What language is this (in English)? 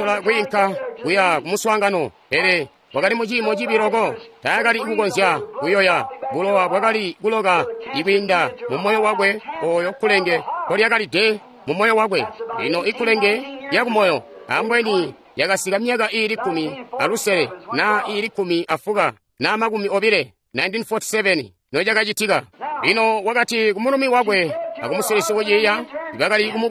Tonga (Zambia)